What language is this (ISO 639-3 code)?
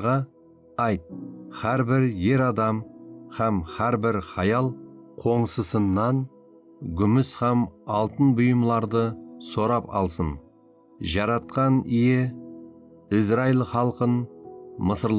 kaa